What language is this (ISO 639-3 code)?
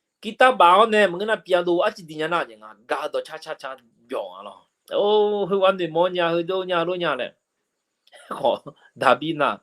ahk